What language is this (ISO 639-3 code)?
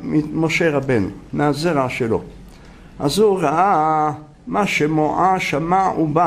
heb